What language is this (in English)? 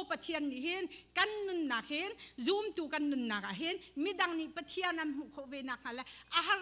Hakha Chin